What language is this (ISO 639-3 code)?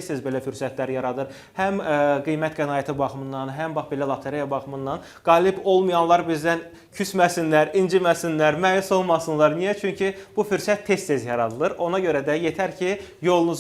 aze